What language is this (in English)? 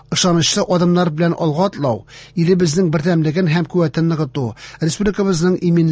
Tatar